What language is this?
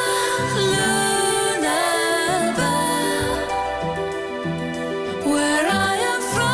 Tswana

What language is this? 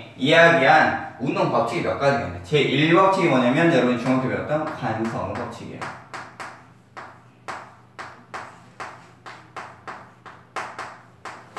Korean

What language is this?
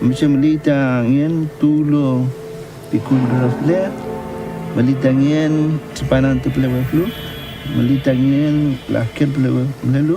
Mapuche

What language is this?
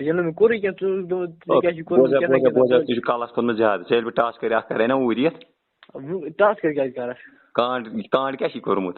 Kashmiri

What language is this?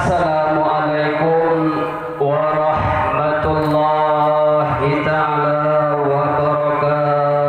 Achinese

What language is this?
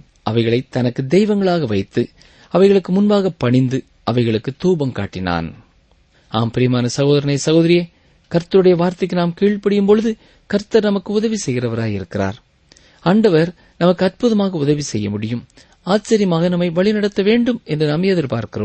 Tamil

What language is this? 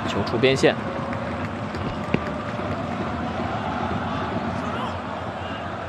Chinese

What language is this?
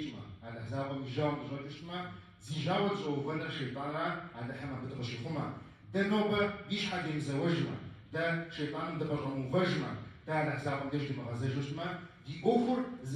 Kabardian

